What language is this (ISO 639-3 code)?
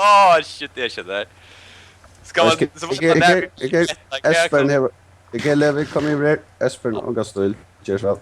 fao